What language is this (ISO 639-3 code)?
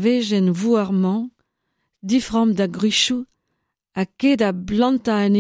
bre